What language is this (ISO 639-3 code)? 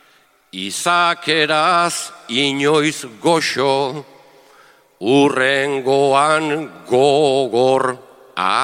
eus